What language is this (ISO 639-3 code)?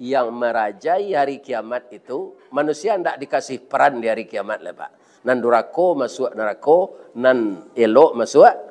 min